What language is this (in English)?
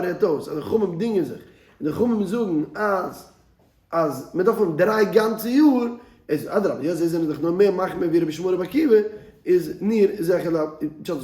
Yiddish